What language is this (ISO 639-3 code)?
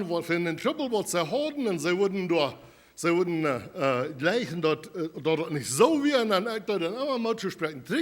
pdt